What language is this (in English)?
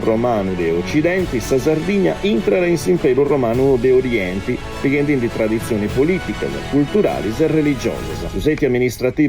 Sardinian